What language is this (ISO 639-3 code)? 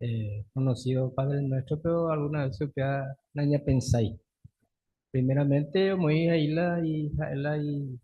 grn